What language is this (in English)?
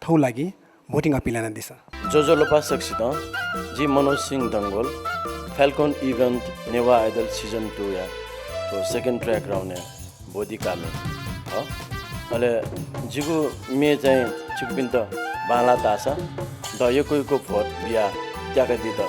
Newari